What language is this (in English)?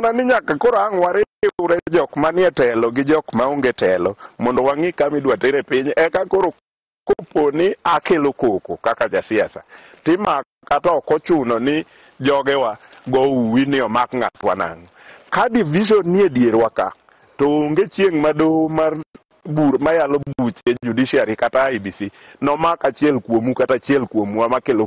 Luo (Kenya and Tanzania)